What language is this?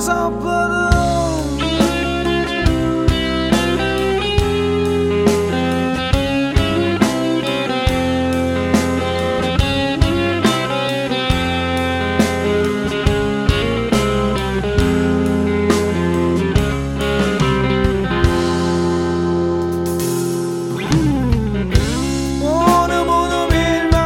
Turkish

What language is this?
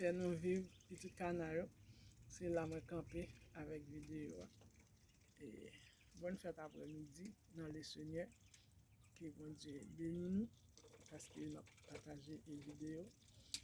Haitian Creole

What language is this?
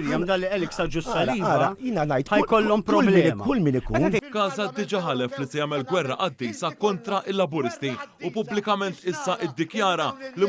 Maltese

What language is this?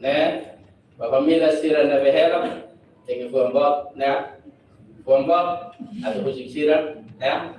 Tetum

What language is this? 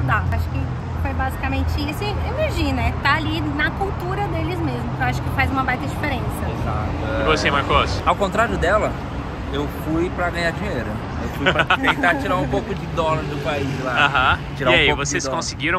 Portuguese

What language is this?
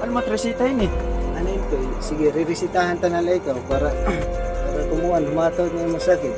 Waray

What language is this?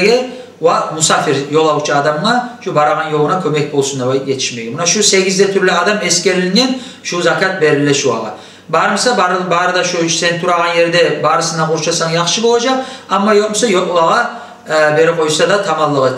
Kumyk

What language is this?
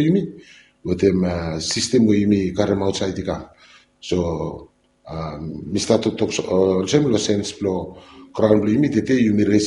Bislama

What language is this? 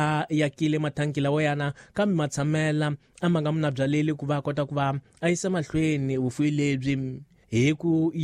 Tsonga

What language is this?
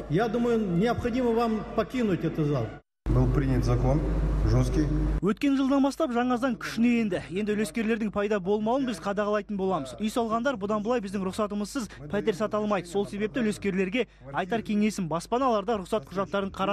Kazakh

